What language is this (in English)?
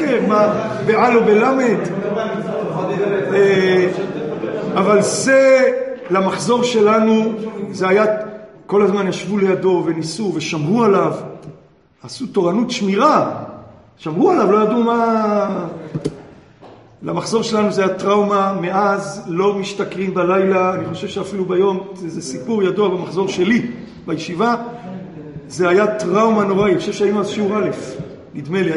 Hebrew